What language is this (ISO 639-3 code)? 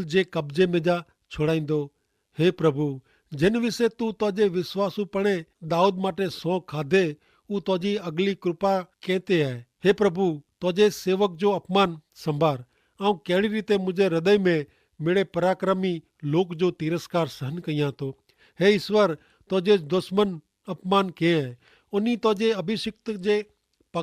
kfr